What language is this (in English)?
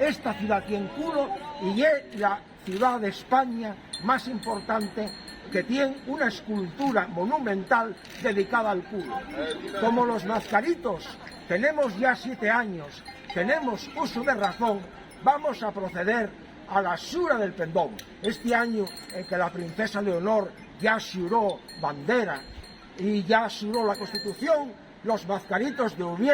Asturian